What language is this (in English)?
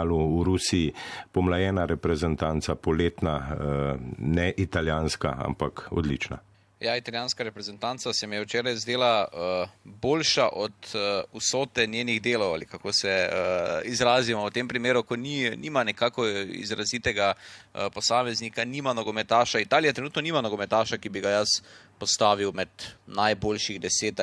Slovenian